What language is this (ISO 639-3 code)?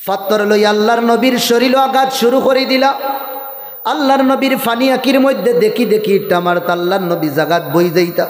syl